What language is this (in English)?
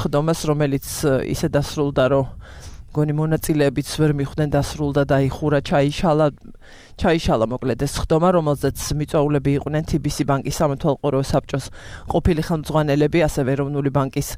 Georgian